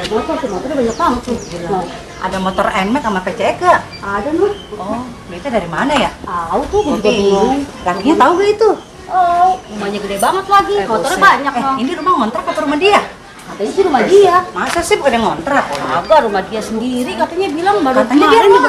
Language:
Betawi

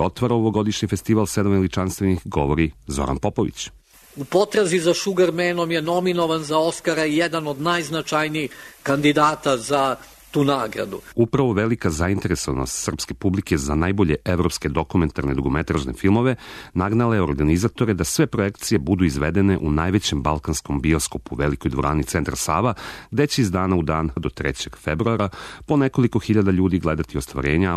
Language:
Serbian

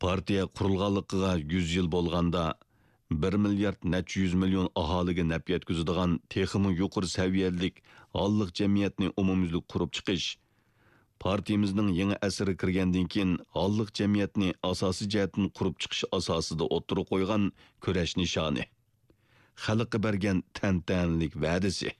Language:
Uyghur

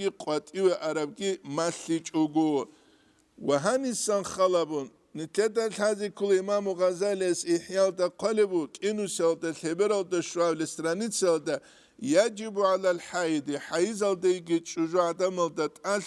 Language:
Avaric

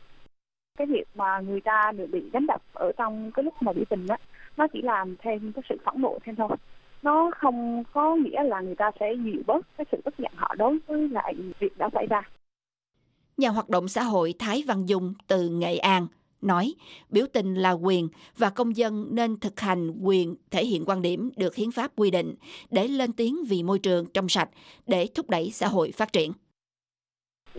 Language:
Vietnamese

